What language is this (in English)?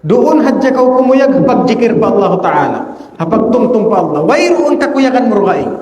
Tausug